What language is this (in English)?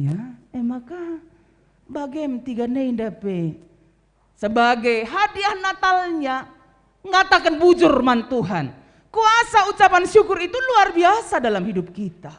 Batak Karo